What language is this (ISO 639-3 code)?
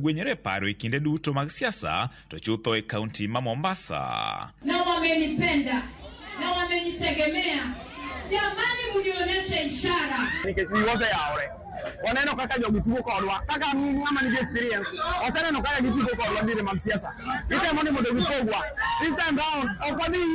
luo